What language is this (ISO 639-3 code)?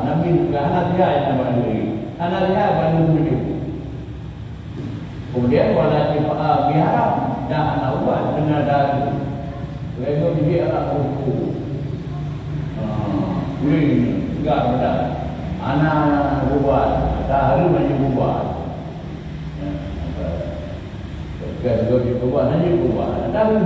msa